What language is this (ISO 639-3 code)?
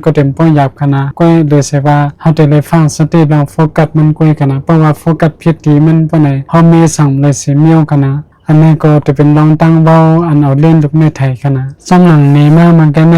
shn